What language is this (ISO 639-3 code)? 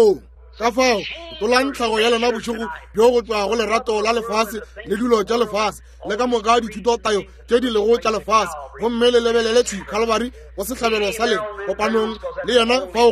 nso